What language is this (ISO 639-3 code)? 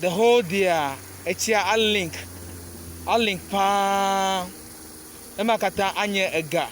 ewe